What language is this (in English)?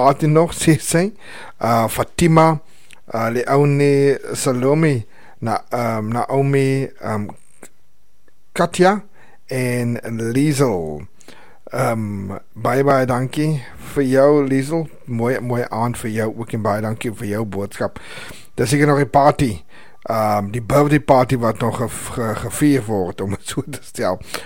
Afrikaans